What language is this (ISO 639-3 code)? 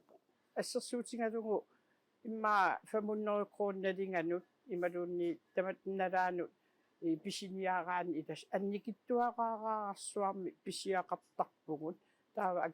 kal